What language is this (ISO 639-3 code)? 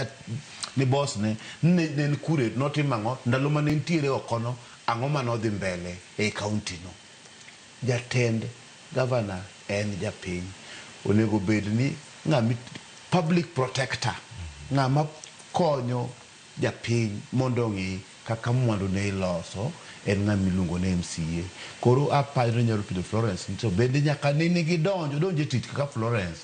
luo